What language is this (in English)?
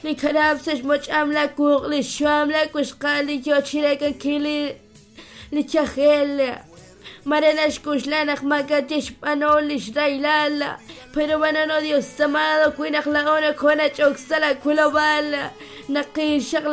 Kekchí